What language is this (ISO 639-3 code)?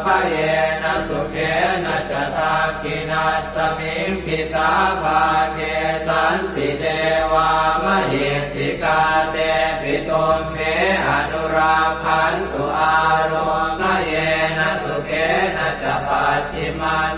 pli